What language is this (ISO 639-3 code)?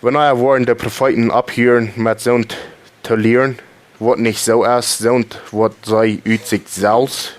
pdt